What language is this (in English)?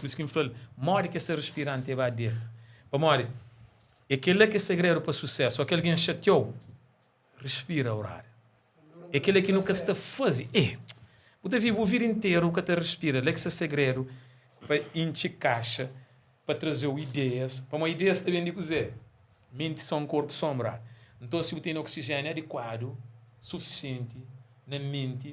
Kabuverdianu